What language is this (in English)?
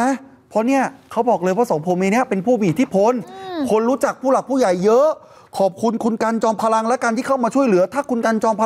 Thai